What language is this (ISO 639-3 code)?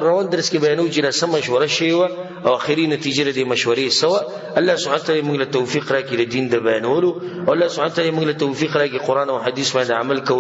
pus